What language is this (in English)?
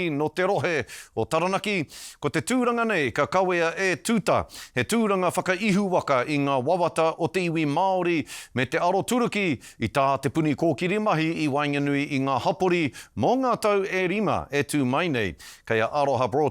Māori